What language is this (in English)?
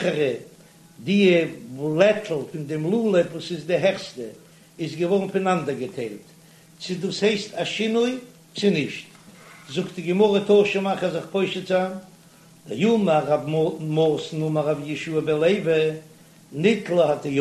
Yiddish